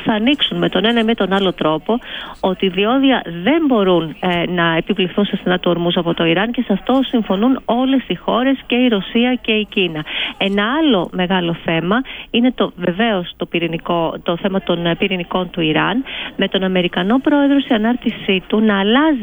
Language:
Greek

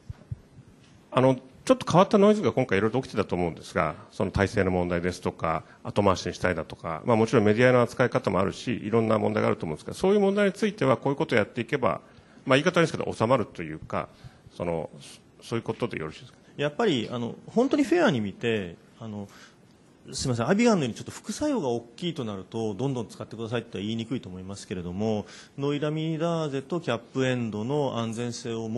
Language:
Japanese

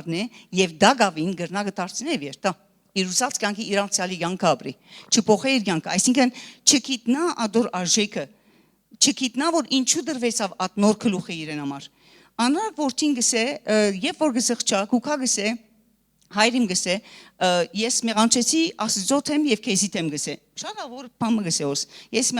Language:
Western Armenian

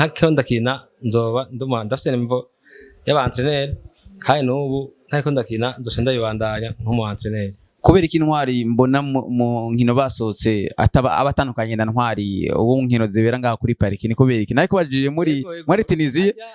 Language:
Rundi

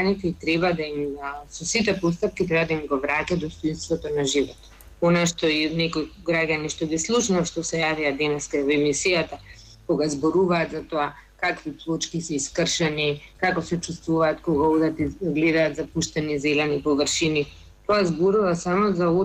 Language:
Macedonian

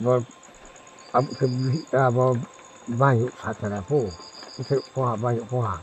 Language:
Riang (India)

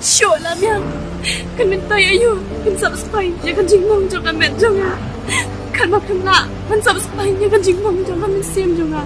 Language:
Khasi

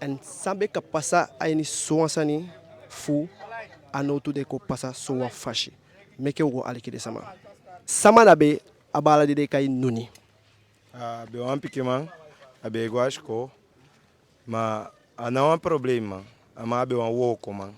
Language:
Eastern Maroon Creole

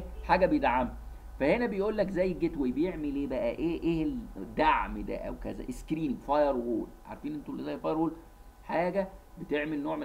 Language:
Egyptian Arabic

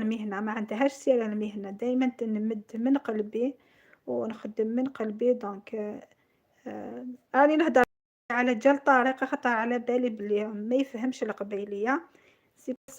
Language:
Algerian Arabic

